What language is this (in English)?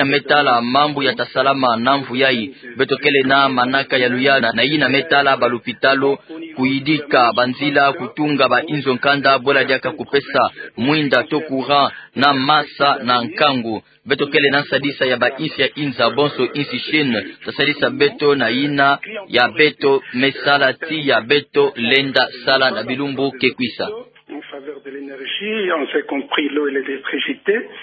Kituba (Democratic Republic of Congo)